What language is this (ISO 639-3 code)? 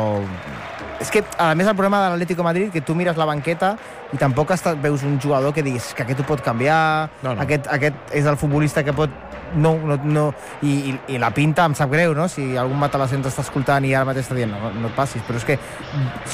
cat